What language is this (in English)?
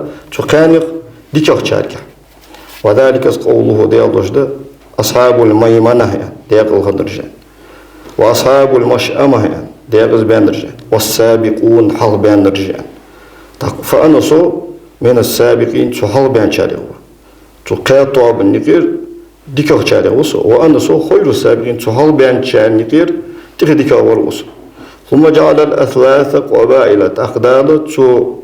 Ingush